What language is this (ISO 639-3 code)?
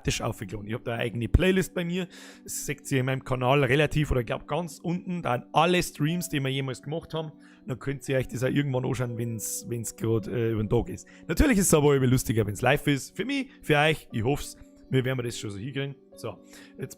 bar